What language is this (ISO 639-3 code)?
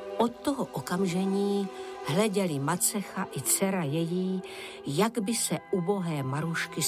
ces